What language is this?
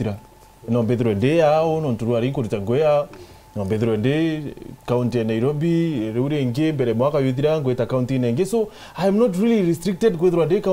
Meru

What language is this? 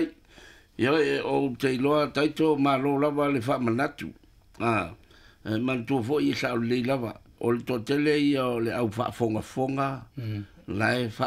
Samoan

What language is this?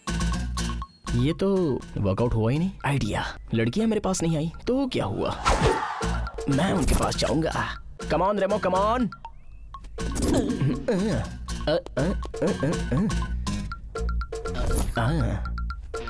Hindi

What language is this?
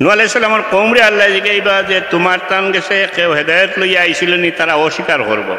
Sylheti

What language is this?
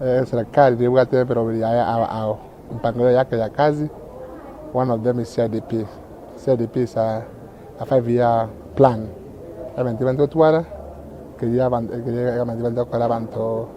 Gusii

